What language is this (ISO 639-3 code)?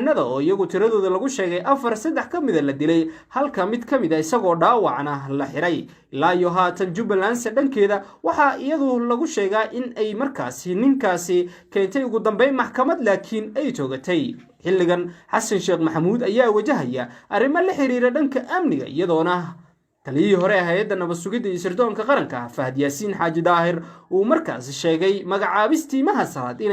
som